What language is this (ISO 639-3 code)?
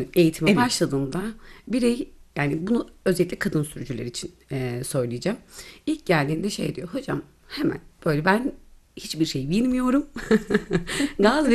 tur